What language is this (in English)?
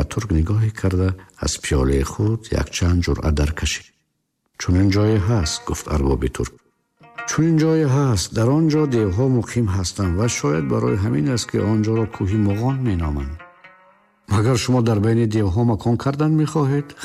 Tajik